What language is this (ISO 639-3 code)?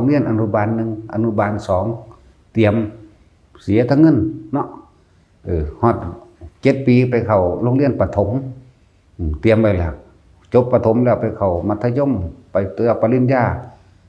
tts